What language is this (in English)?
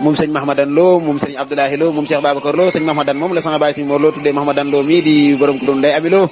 Wolof